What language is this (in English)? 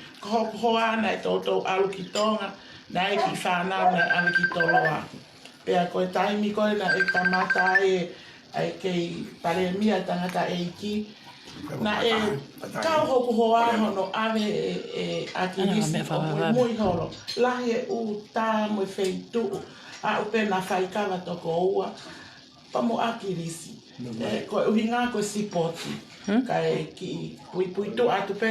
Tongan